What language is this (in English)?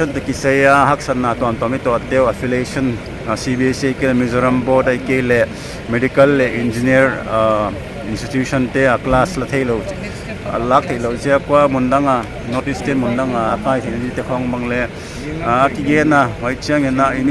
Paite Chin